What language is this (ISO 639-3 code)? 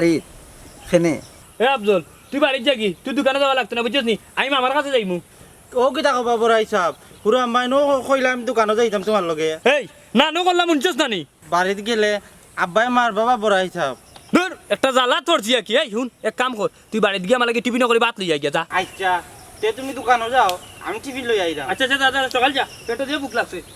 syl